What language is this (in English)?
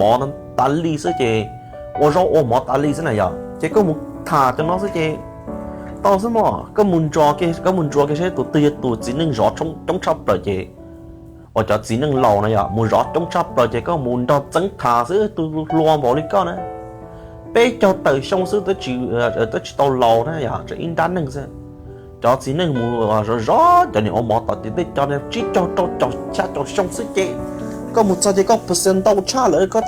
Hmong